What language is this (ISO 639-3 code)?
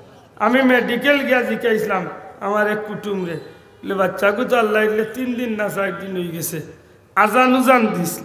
syl